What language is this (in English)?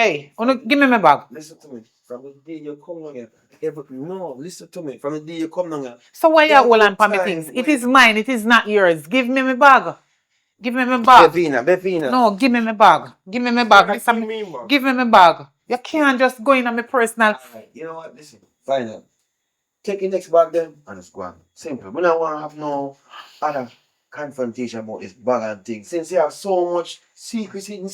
Jamaican Creole English